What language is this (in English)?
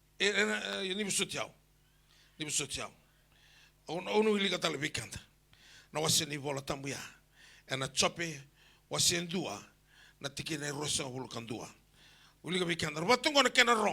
Fijian